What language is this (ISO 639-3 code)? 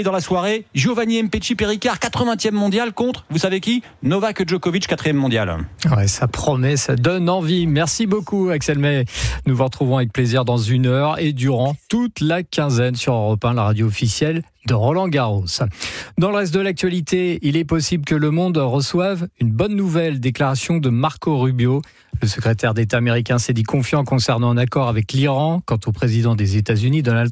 fra